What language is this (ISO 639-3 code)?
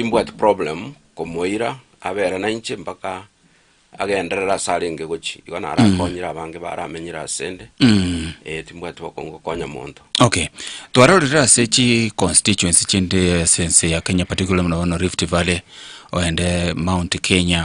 guz